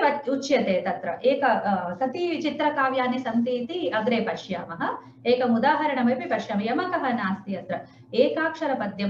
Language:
Sanskrit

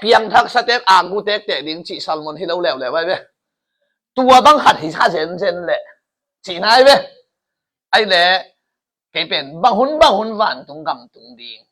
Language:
Tedim Chin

